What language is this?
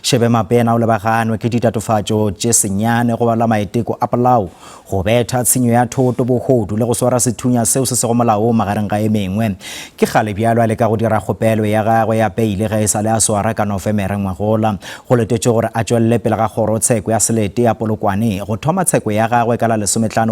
Northern Sotho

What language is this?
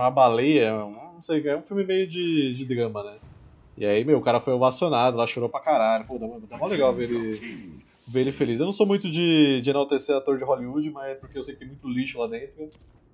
Portuguese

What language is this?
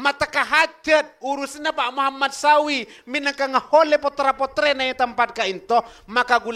Madurese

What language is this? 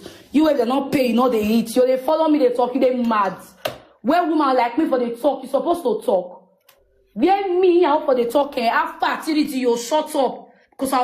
Nigerian Pidgin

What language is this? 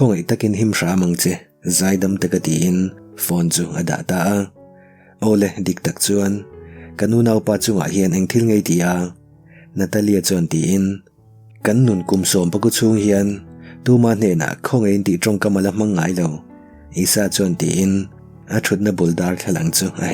Mizo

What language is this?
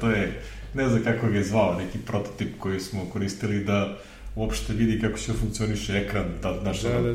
Serbian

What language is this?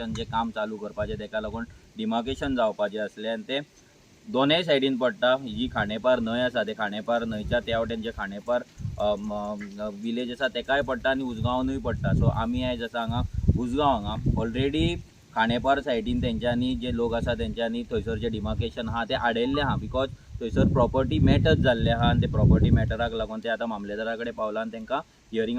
Konkani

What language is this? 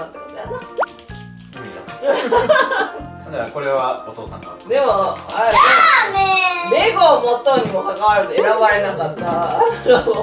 Japanese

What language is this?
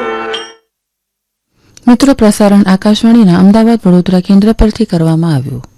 Gujarati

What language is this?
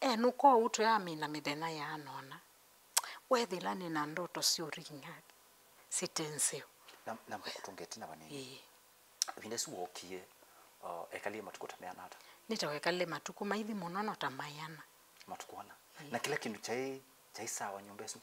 Kamba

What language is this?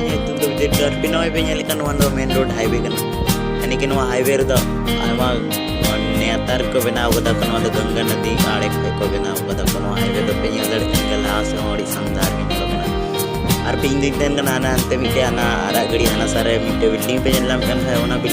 Santali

